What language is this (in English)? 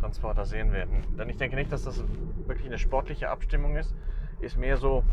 Swiss German